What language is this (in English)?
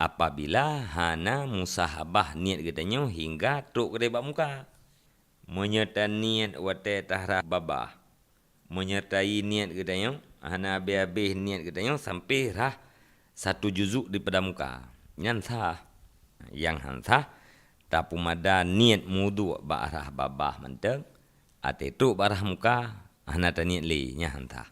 Achinese